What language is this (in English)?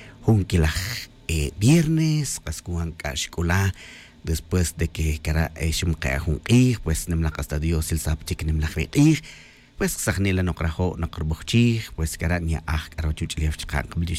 Tz'utujil